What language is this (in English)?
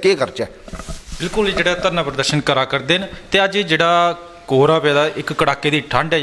Dogri